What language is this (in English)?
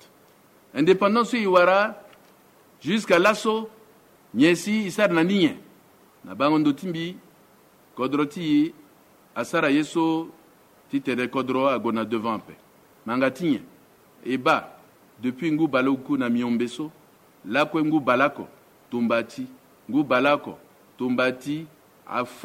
Sango